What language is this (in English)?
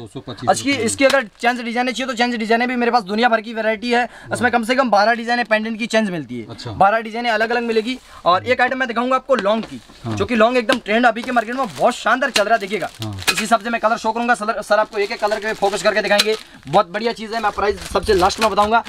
Hindi